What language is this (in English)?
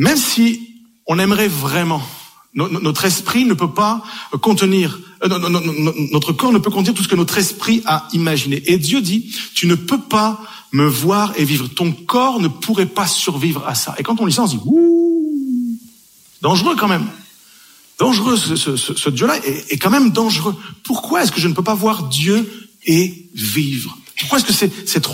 French